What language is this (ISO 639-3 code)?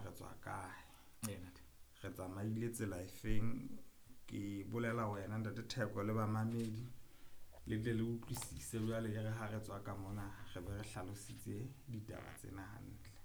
sot